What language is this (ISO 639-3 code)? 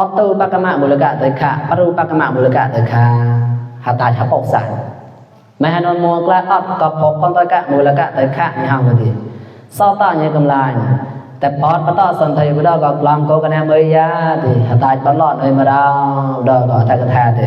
mnw